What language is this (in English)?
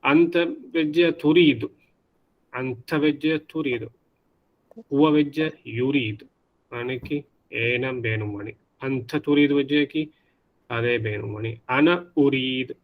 Divehi